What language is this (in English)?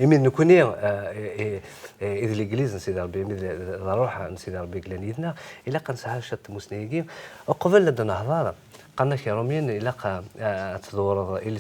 Kabyle